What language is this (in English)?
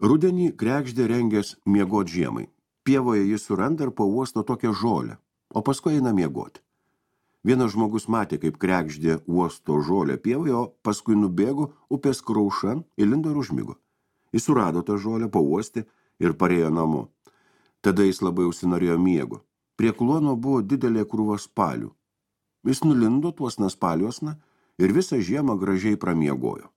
Lithuanian